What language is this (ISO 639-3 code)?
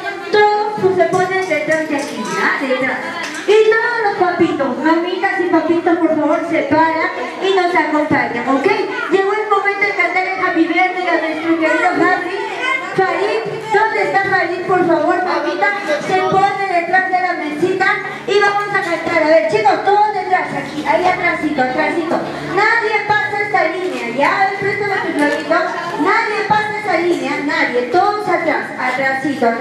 spa